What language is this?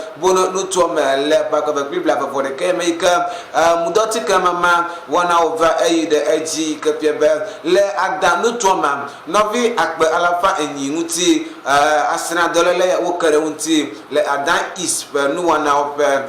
Ewe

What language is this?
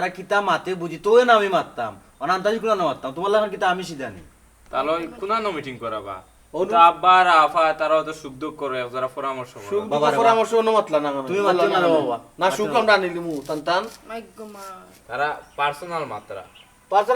Sylheti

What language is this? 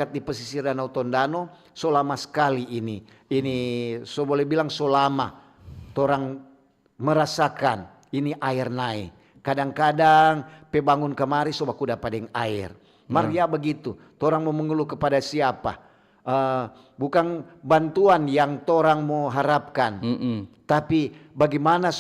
Manado Malay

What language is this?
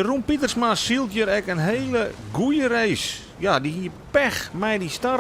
Western Frisian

